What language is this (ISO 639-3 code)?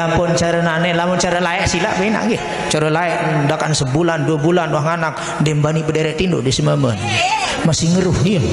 sas